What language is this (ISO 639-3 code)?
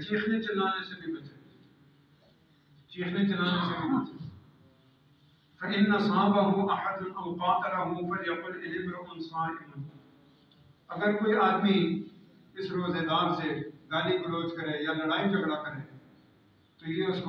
urd